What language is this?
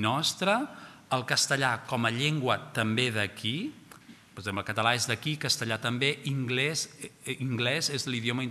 Catalan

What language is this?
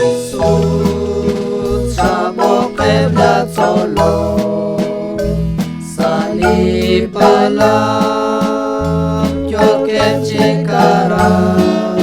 Kekchí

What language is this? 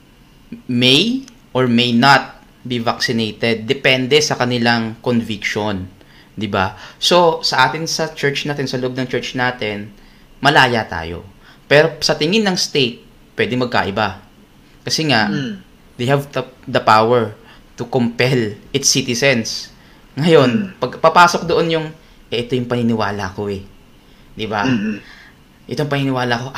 Filipino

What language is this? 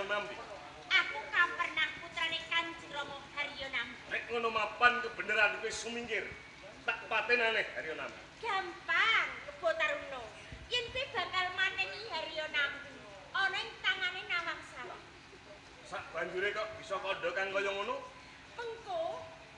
Javanese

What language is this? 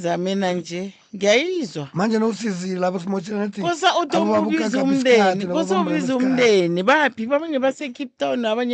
Northern Sotho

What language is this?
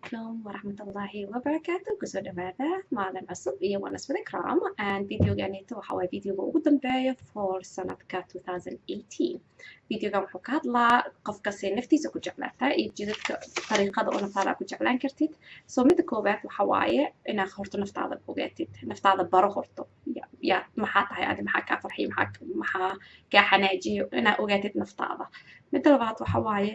Somali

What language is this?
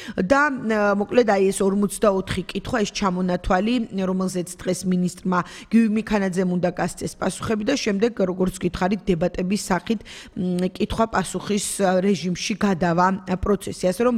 Georgian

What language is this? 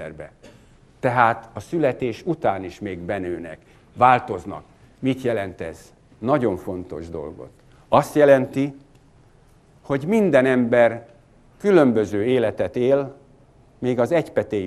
Hungarian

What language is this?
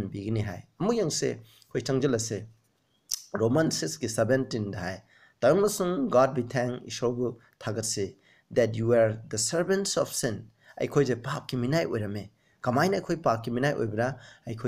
Manipuri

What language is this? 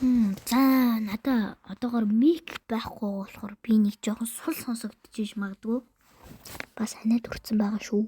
Mongolian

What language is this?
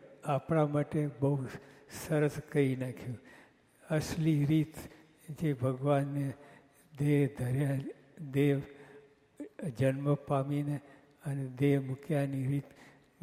Gujarati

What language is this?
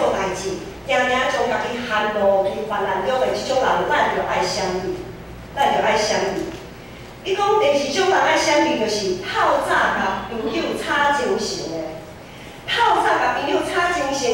Min Nan Chinese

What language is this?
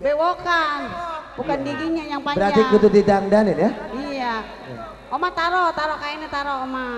Betawi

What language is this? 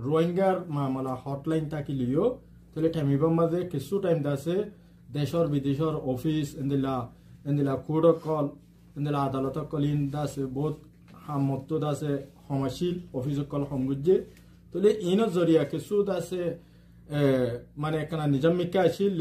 Rohingya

